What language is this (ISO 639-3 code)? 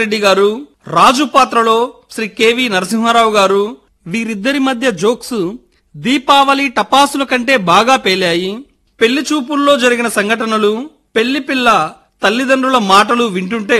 tel